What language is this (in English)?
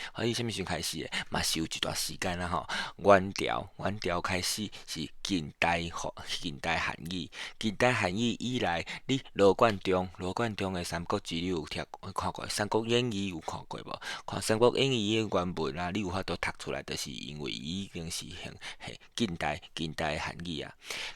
Min Nan Chinese